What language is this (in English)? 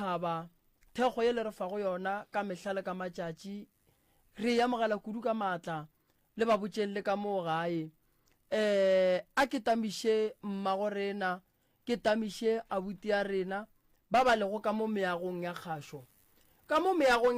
Northern Sotho